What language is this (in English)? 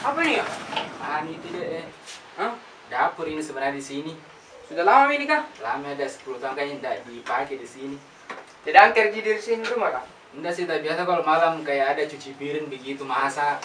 Makassar Malay